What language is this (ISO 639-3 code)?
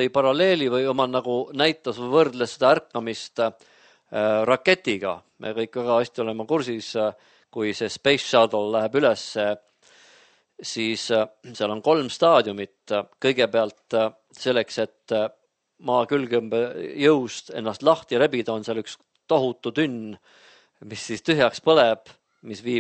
est